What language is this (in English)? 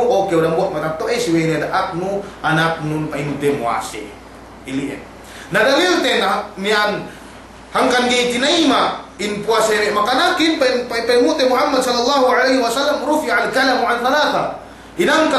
Yakan